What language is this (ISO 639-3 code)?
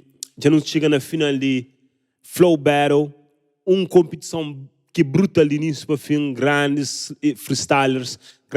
kea